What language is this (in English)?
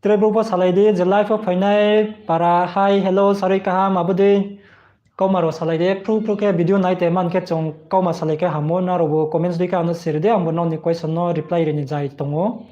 Riang (India)